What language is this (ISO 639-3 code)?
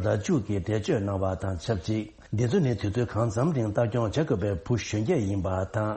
bod